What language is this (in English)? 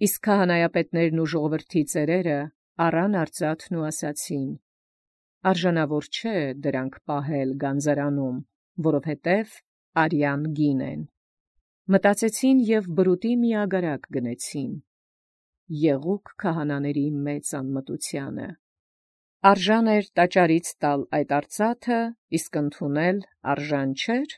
Armenian